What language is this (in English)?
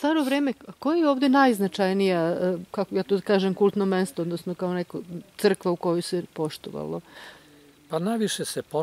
Serbian